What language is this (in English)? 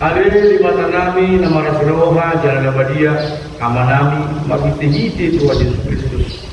Batak Toba